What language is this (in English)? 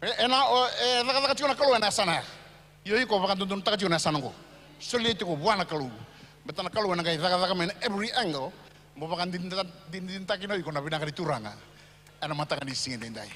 Fijian